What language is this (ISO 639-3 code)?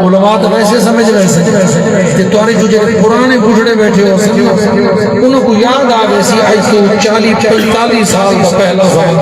skr